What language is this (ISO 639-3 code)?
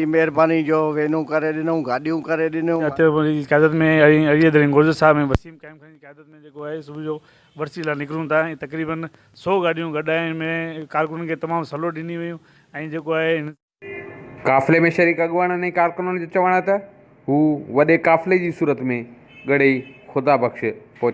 snd